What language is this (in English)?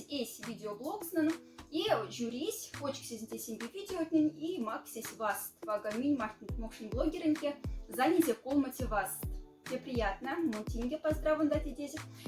Moksha